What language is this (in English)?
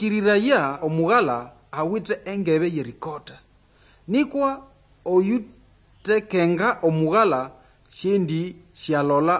Nande